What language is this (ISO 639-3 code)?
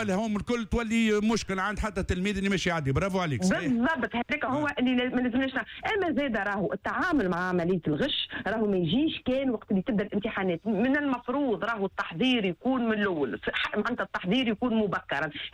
aeb